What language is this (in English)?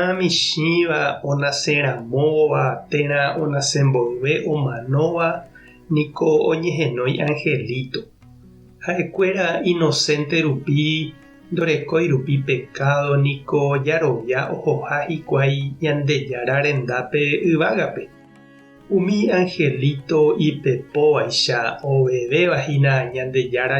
Guarani